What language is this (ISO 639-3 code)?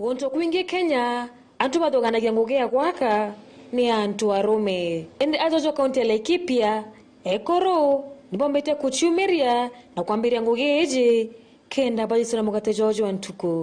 mer